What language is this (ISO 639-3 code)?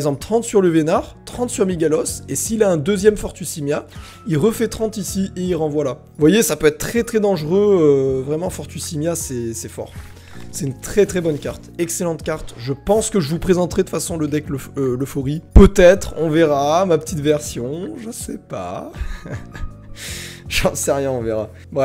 fra